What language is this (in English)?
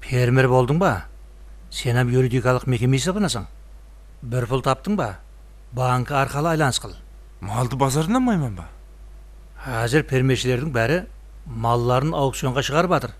Kara-Kalpak